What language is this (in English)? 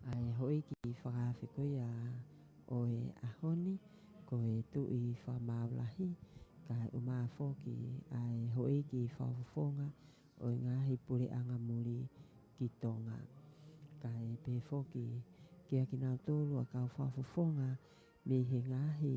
Tongan